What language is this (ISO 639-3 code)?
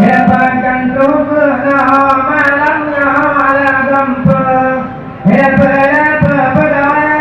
ace